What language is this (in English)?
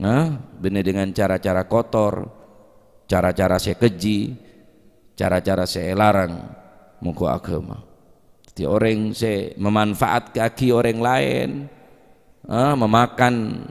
Madurese